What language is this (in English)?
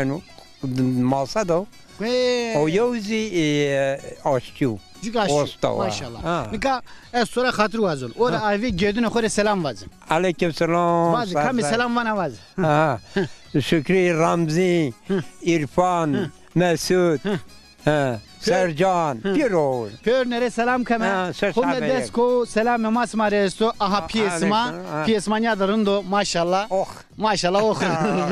Zaza